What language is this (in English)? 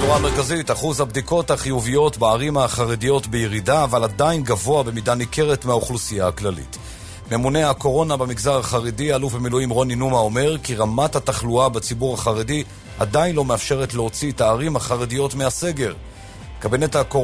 Hebrew